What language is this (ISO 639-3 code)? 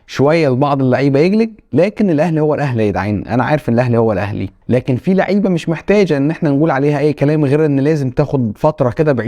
arz